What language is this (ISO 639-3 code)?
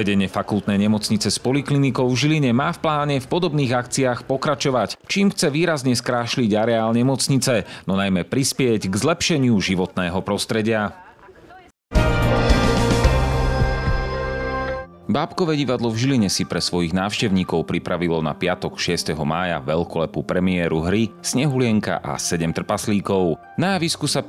slk